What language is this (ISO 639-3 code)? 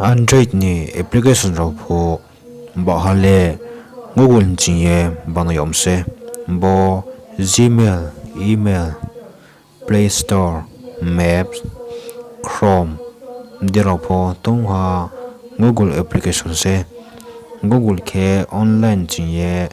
ria